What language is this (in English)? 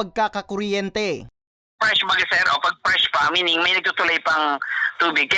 Bikol